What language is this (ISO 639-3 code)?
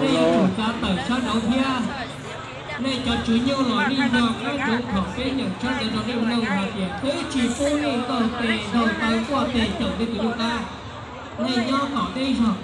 hmn